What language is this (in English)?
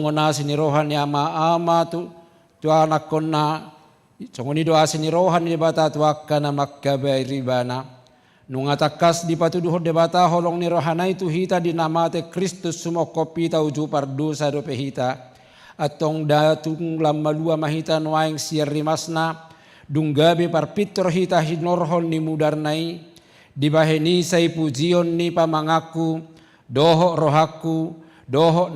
Batak Toba